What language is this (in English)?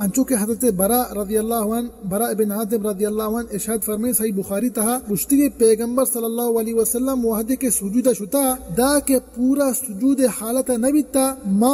Eastern Balochi